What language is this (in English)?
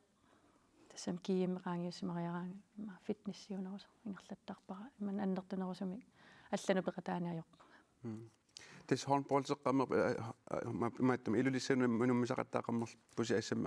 Kalaallisut